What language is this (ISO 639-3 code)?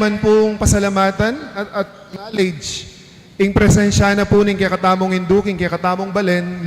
pam